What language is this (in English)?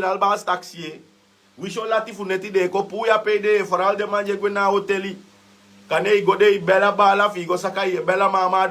Sranan Tongo